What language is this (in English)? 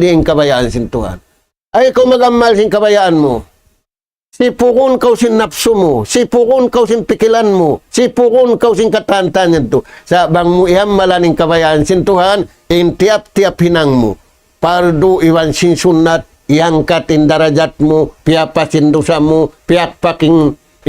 Tausug